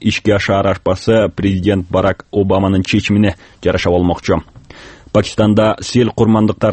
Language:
Kyrgyz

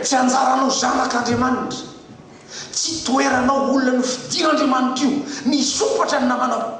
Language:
Malagasy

